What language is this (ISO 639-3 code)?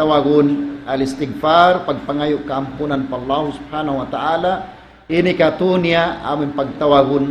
tsg